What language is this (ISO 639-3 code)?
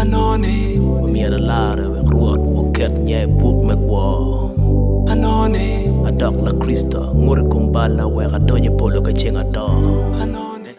ach